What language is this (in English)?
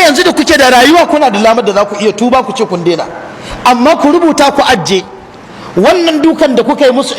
Hausa